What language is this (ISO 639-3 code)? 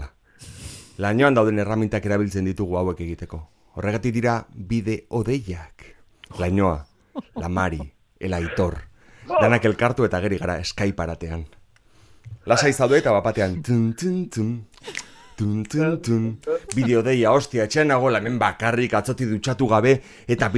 eus